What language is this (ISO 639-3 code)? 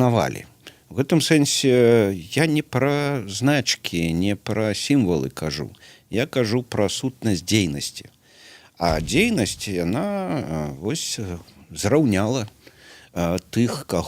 bel